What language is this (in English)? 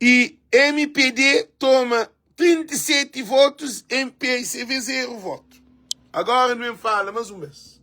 Kabuverdianu